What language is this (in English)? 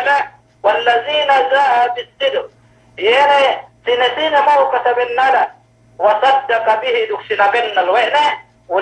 Yakan